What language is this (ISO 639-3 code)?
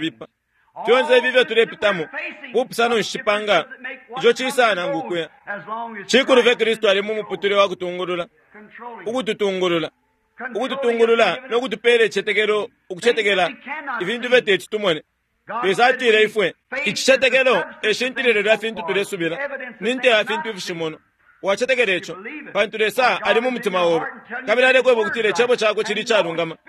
bem